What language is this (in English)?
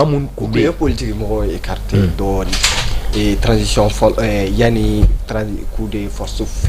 Bambara